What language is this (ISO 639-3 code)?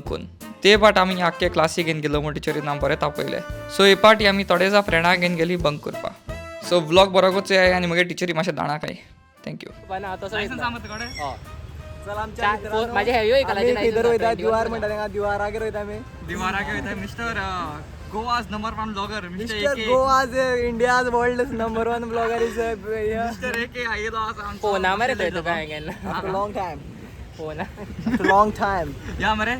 kok